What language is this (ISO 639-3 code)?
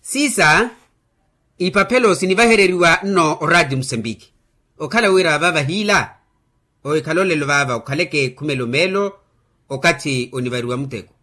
vmw